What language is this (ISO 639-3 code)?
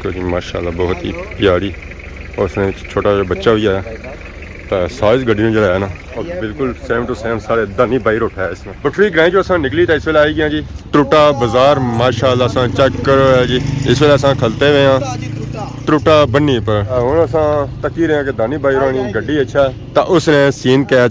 phr